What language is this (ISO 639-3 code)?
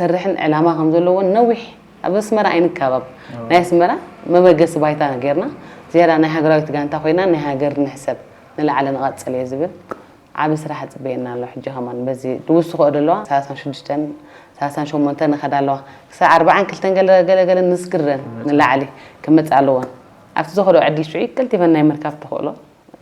tir